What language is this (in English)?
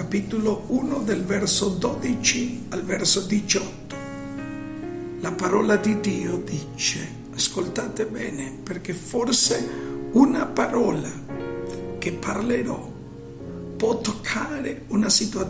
Italian